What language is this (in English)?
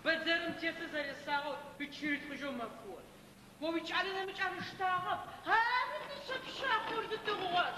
Adyghe